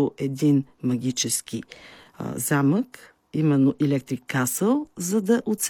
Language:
Bulgarian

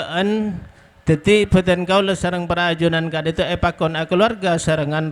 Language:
Madurese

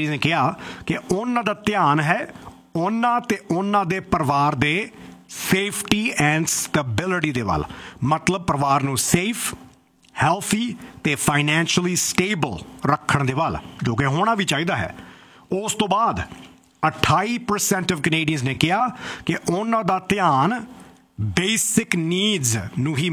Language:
Punjabi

